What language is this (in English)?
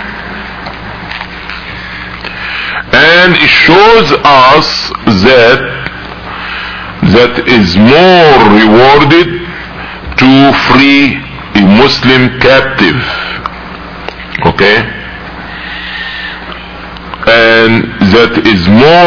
English